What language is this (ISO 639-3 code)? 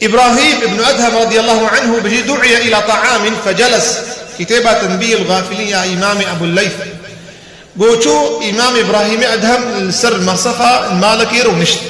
kur